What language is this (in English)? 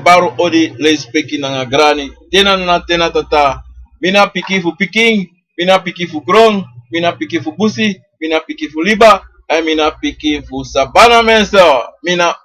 Sranan Tongo